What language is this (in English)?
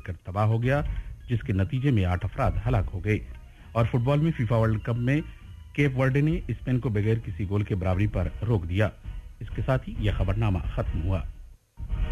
Urdu